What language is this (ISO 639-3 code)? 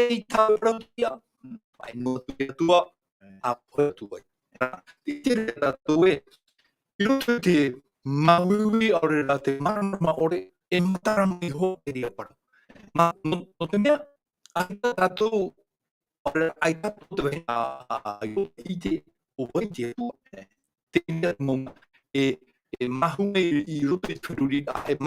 tah